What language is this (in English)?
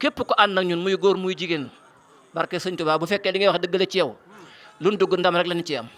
Wolof